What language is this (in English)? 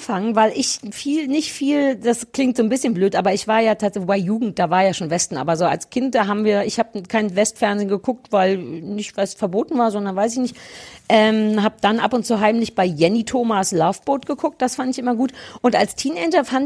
German